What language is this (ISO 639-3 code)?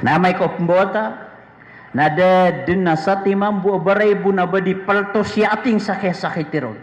mrw